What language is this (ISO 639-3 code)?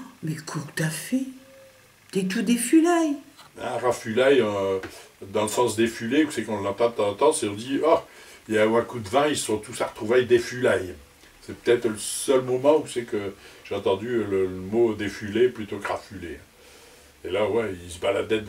pcd